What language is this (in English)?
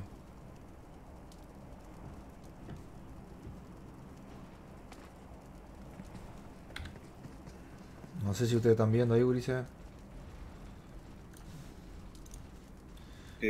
Spanish